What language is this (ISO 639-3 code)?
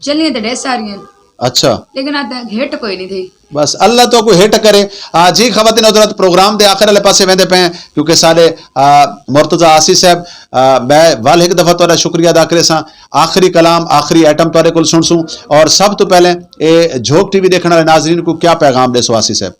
skr